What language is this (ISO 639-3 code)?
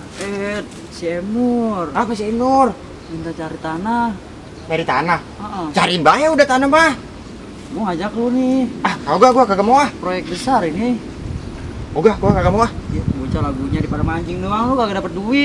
bew